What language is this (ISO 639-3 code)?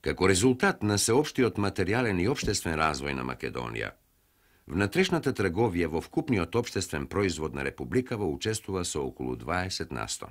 mkd